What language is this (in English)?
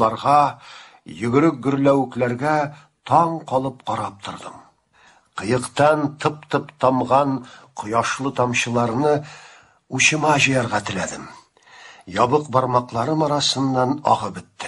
Tatar